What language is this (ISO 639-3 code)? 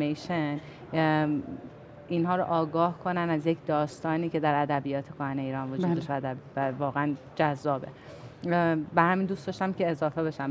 fas